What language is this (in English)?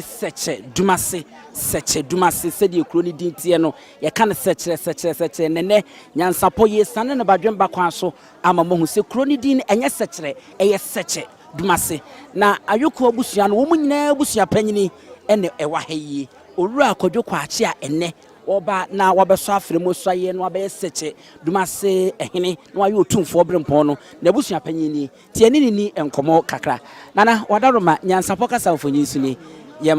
Akan